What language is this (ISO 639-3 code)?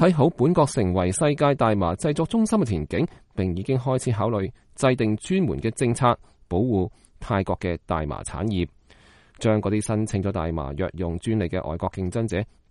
yue